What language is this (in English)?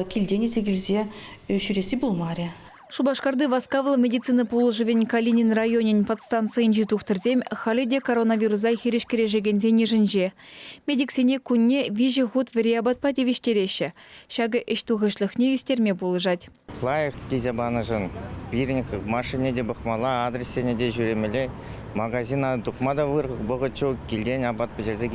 Chuvash